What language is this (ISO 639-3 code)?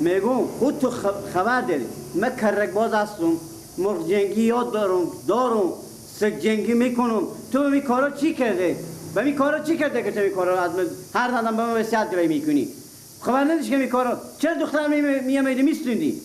fas